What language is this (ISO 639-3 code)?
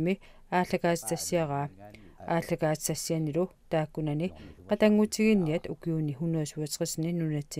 kal